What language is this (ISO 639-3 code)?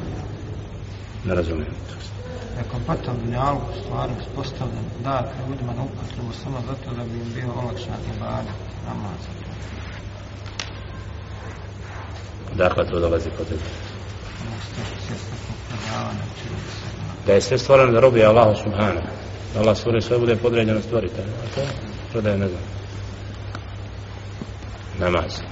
bos